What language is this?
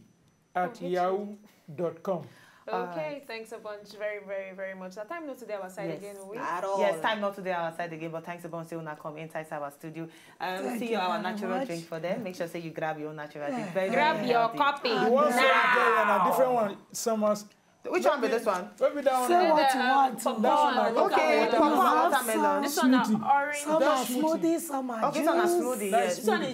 Nigerian Pidgin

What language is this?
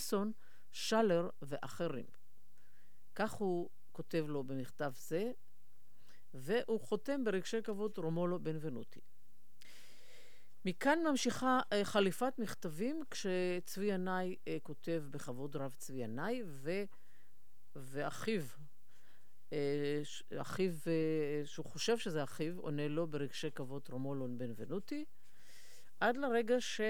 Hebrew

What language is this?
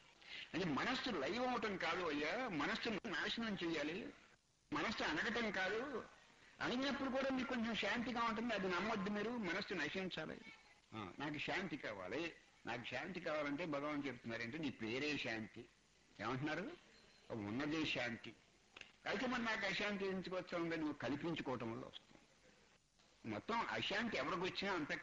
Telugu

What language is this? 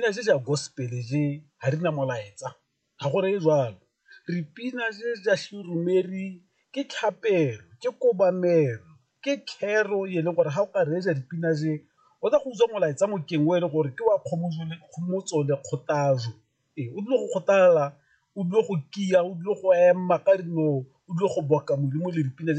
Tswana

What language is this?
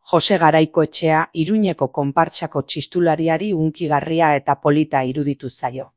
Basque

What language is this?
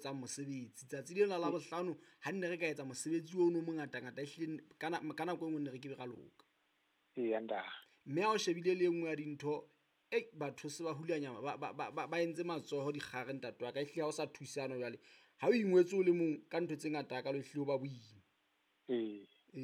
Southern Sotho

